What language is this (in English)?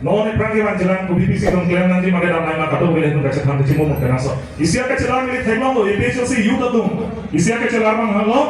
Karbi